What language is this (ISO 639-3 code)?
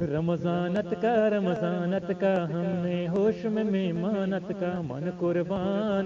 bgp